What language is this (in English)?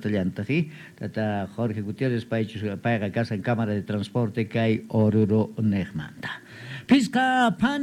South Bolivian Quechua